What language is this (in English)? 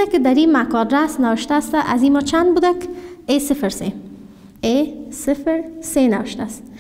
Persian